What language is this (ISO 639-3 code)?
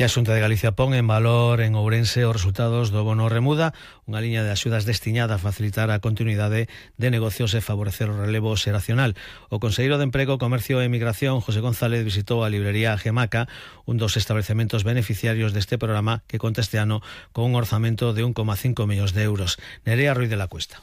glg